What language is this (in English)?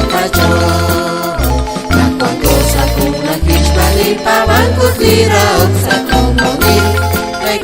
Kekchí